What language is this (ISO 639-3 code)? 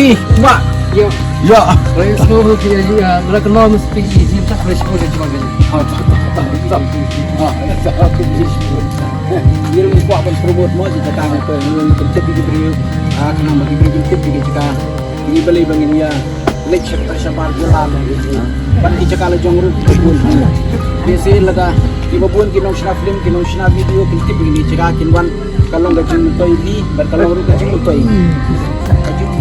kha